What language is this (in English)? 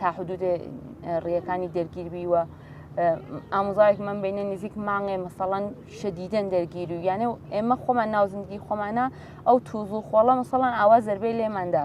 Central Kurdish